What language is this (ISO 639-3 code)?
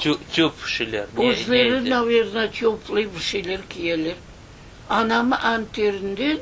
crh